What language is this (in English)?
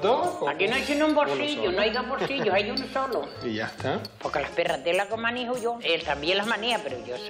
Spanish